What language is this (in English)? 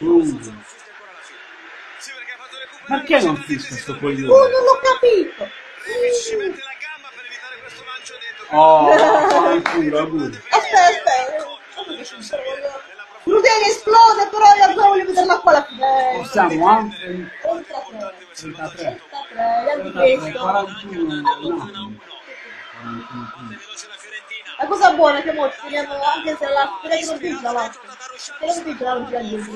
Italian